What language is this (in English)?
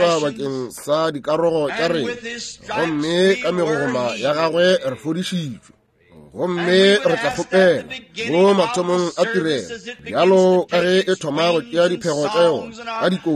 Northern Sotho